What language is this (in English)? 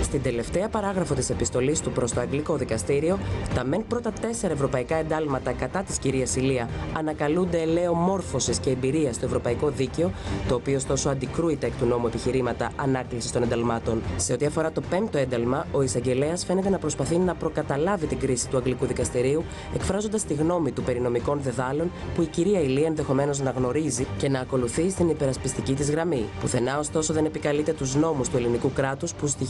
Greek